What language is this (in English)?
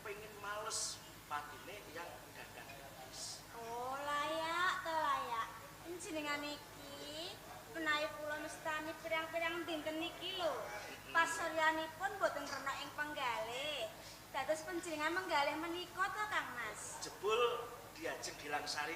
Javanese